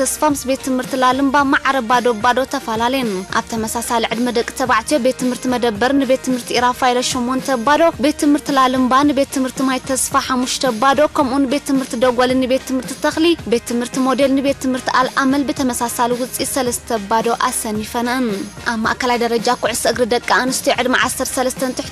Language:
Tigrinya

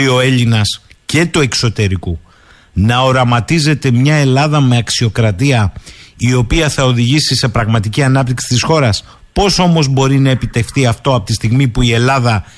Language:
Greek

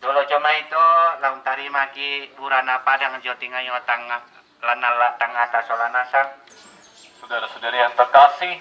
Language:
Toraja-Sa'dan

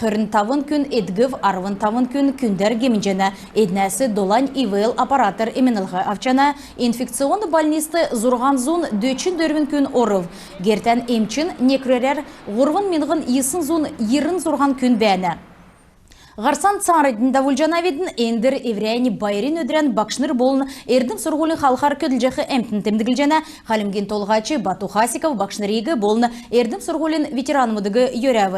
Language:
Kalmyk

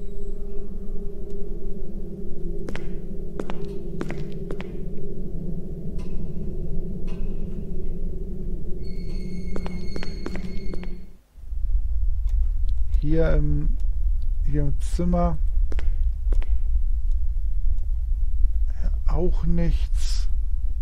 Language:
German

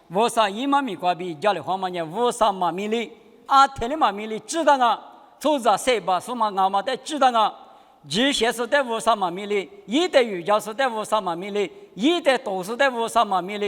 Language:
Lisu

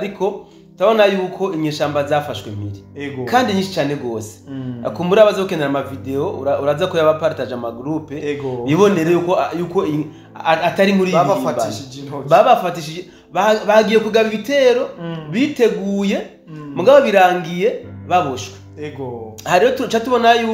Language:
Rundi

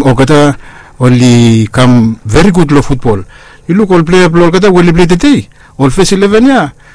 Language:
Bislama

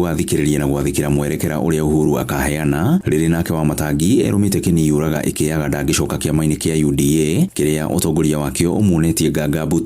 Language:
Kikuyu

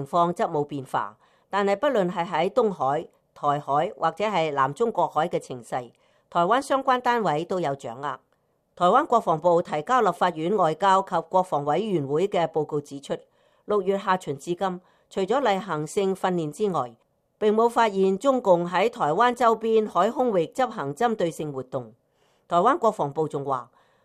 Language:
Cantonese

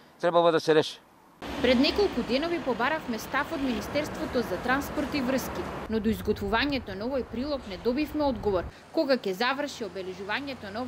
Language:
Macedonian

